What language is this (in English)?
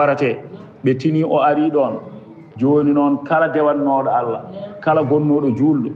Fula